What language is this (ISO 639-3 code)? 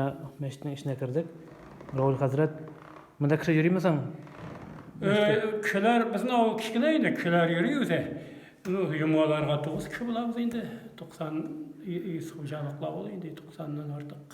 tat